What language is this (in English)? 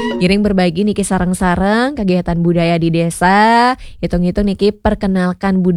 Balinese